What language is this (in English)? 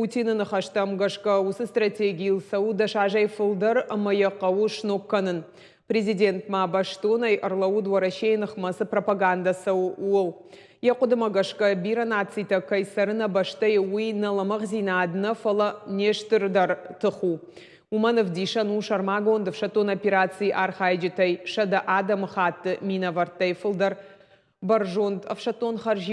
Ossetic